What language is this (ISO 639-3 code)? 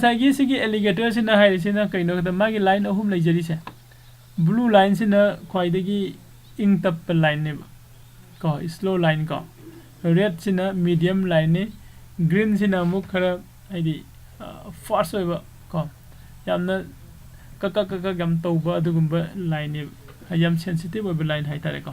mni